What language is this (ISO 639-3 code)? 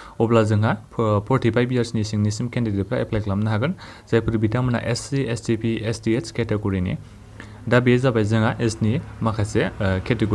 brx